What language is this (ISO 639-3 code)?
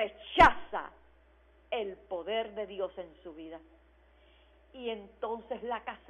spa